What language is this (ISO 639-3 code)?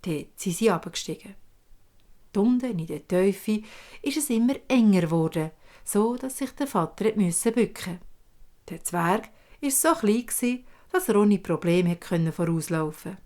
gsw